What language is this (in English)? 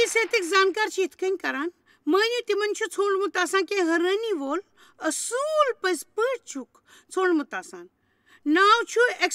Kashmiri